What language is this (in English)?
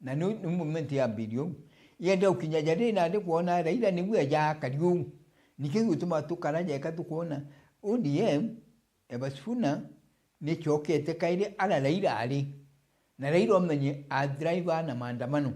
Meru